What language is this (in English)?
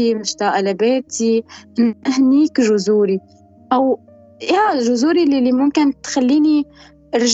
North Levantine Arabic